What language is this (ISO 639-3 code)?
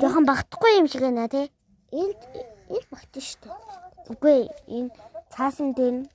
mon